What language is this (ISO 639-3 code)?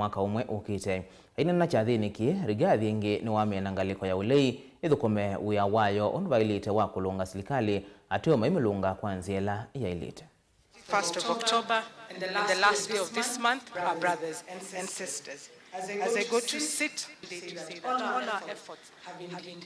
kam